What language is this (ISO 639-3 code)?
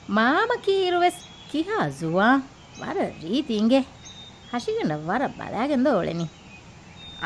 div